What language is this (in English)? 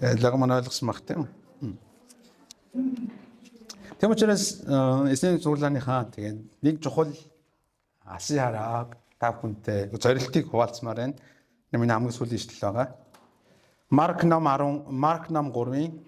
Mongolian